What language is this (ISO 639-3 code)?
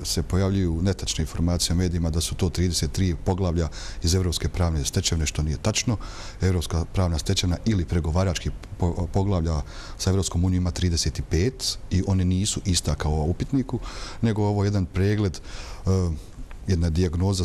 bos